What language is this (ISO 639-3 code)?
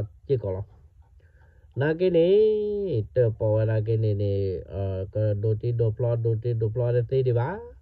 ksw